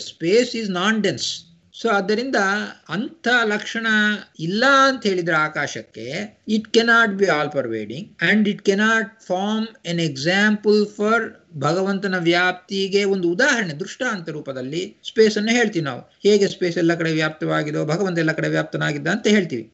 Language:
Kannada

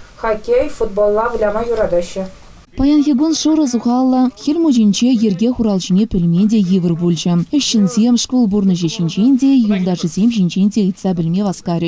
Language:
Chuvash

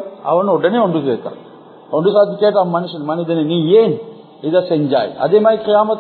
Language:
Tamil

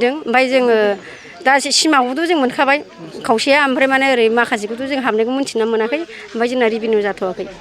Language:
Bodo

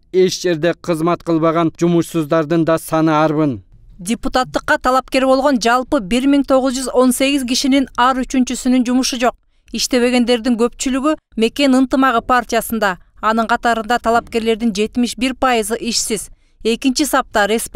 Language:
Kyrgyz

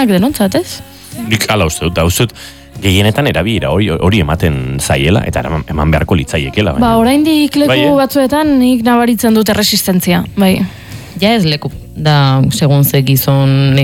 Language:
Basque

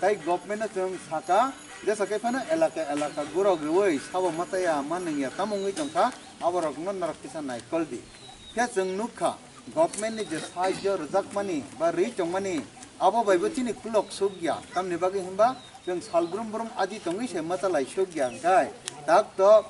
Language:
Kok Borok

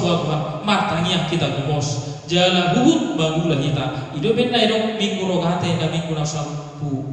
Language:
Batak Toba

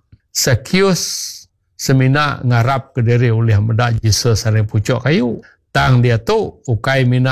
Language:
Iban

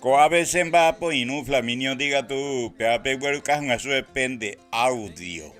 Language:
Guarani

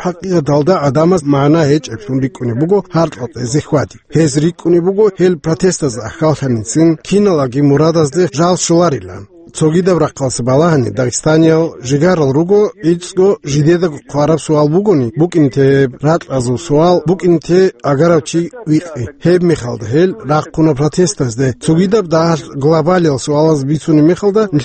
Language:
Avaric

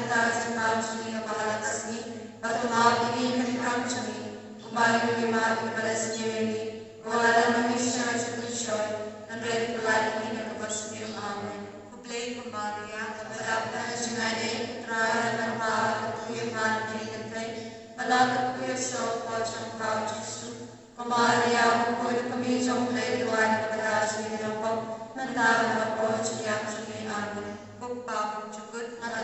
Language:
Khasi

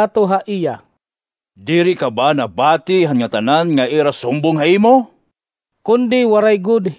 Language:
Waray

